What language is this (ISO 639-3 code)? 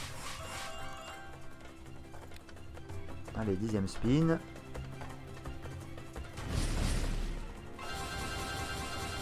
fra